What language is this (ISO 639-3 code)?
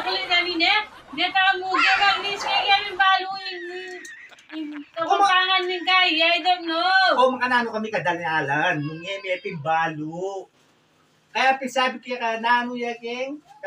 pam